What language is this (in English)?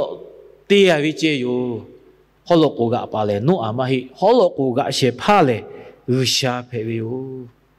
Lahu